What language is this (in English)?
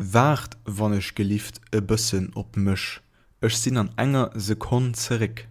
Luxembourgish